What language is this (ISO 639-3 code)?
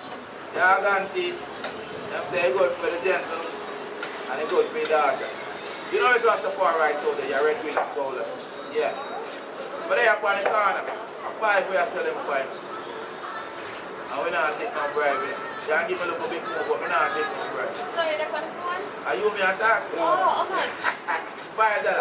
jam